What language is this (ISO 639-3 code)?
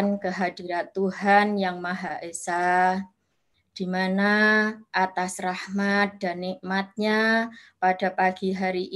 ind